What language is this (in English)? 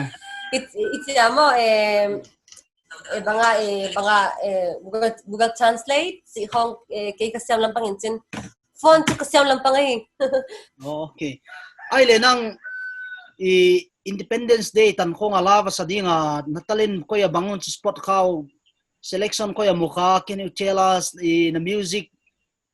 Paite Chin